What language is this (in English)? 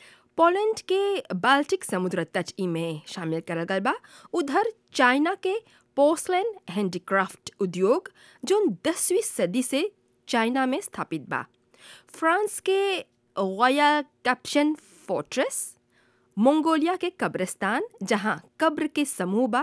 Bhojpuri